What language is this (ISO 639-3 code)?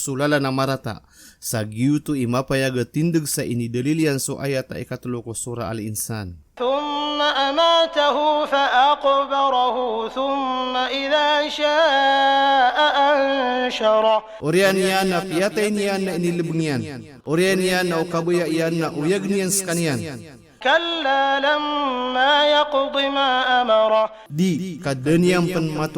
mrw